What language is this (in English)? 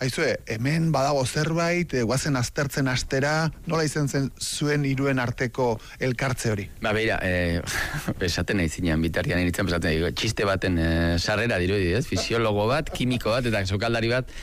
Basque